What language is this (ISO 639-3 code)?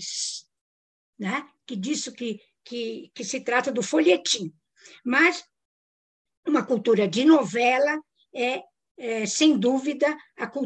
por